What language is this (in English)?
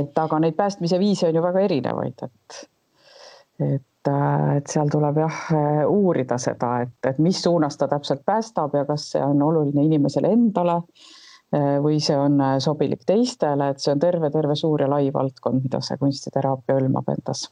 Estonian